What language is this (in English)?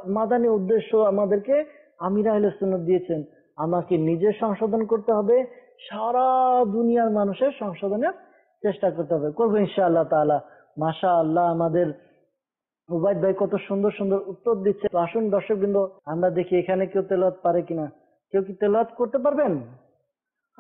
Bangla